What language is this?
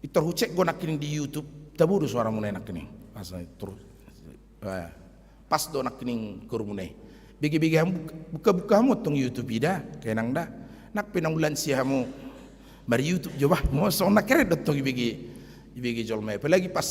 Batak Toba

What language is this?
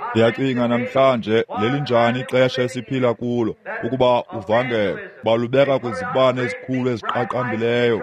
Xhosa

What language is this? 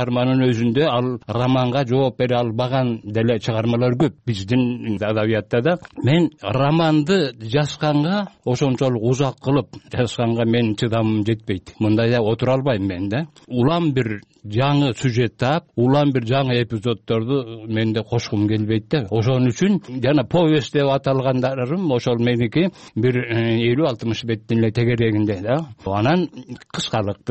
Kyrgyz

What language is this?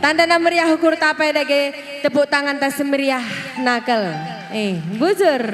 Batak Karo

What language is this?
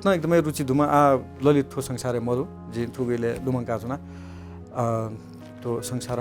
Newari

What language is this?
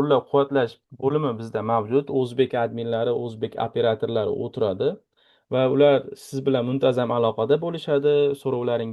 Uzbek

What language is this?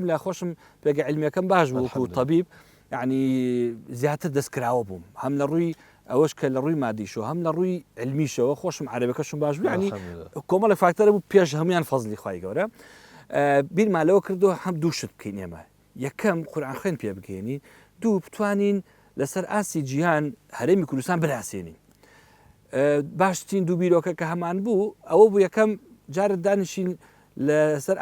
Central Kurdish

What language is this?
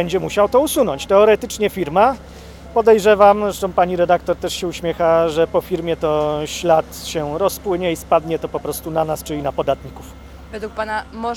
Polish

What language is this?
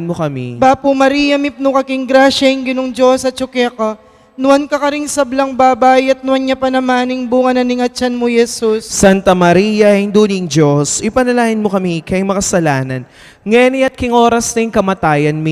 Pampanga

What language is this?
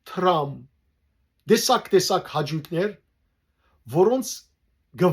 Western Armenian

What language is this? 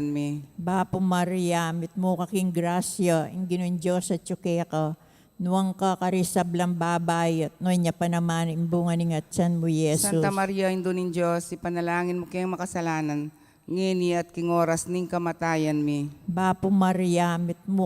Pampanga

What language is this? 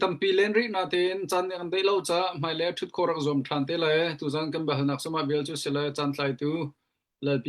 Hakha Chin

